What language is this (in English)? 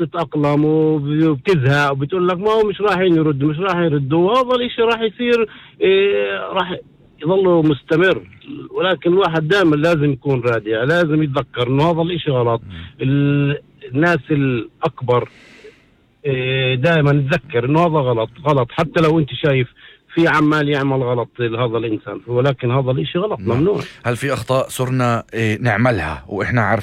North Levantine Arabic